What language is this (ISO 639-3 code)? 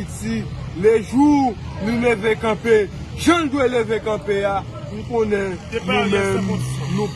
hat